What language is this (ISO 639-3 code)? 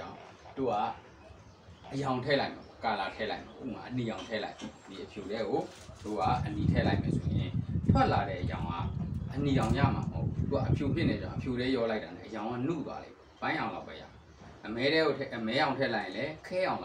mya